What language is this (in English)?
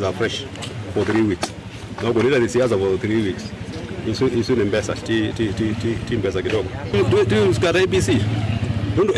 Kamba